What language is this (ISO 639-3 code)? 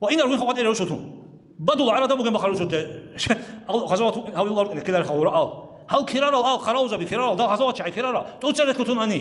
ava